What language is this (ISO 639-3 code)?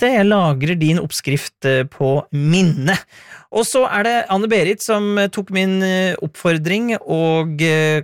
nor